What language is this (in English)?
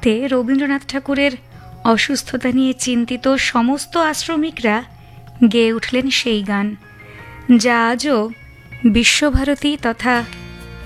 Bangla